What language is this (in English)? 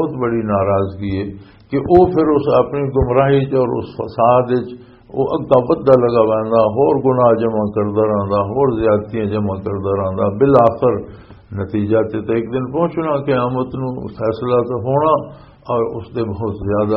Western Panjabi